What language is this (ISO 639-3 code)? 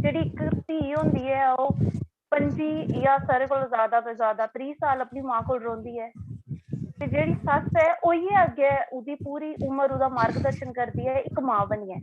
doi